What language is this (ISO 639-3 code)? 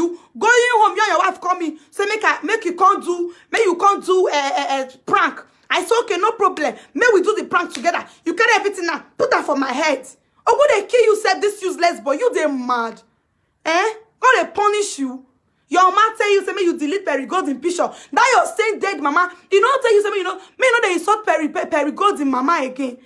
pcm